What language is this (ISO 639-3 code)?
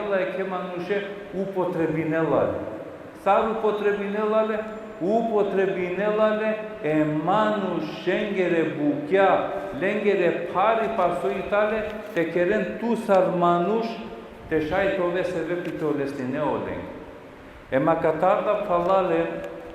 rmn